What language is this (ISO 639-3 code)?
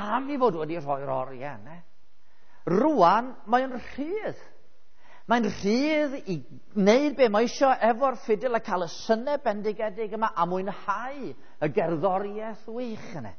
cym